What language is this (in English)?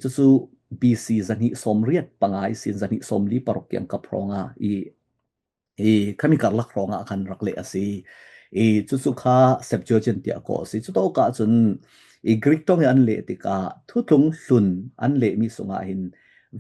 Falam Chin